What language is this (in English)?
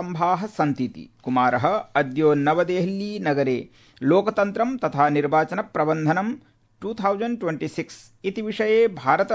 Sanskrit